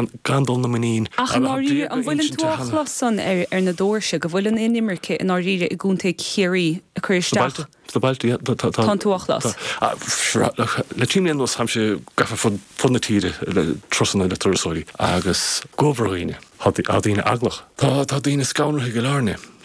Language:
Irish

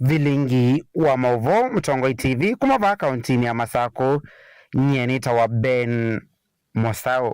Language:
Kamba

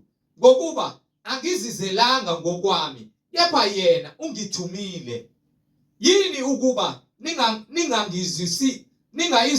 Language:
Zulu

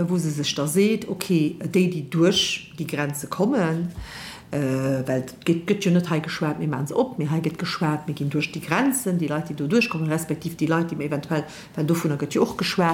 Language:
Luxembourgish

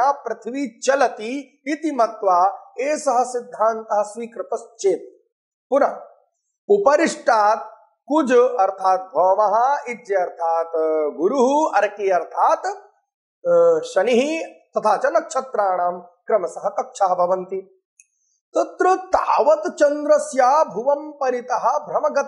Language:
Sanskrit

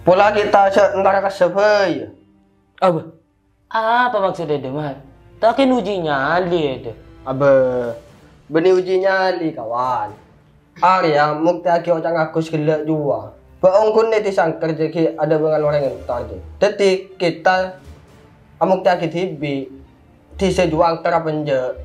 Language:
Madurese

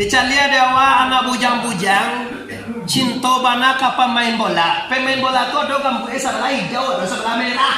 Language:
Minangkabau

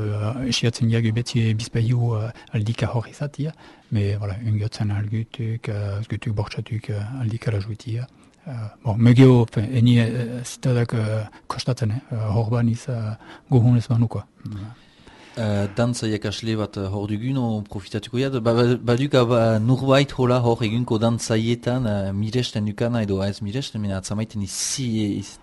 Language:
Basque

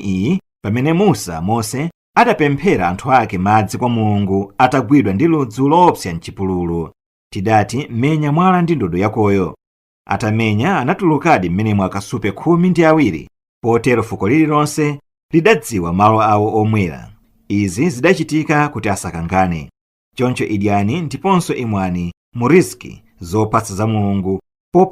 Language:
Nyanja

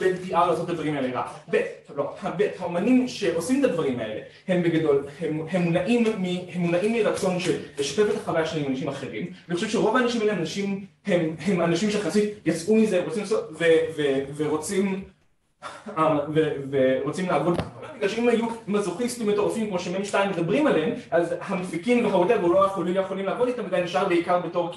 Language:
Hebrew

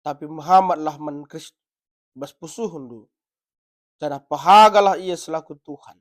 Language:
Batak Karo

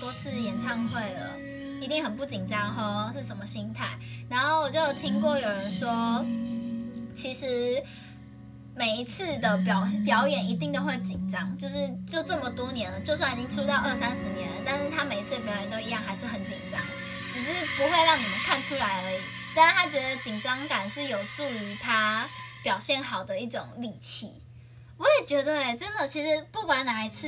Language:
Chinese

